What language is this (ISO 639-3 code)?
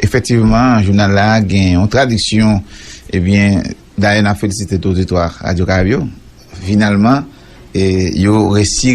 hat